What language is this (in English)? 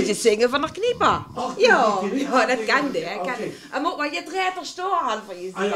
Limburgish